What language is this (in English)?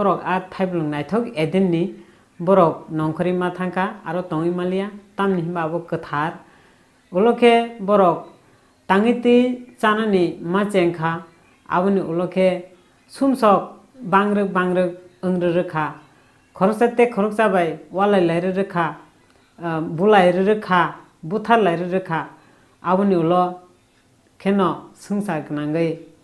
Kok Borok